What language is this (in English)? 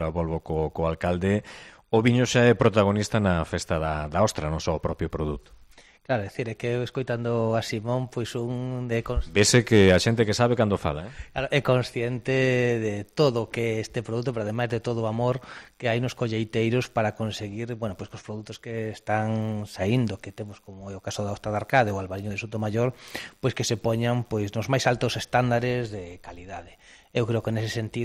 Galician